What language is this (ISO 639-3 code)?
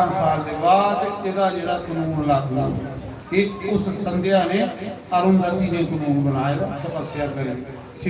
doi